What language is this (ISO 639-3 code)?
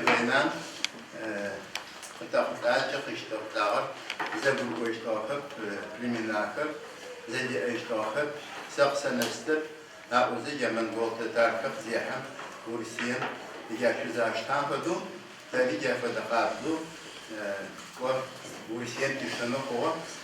ady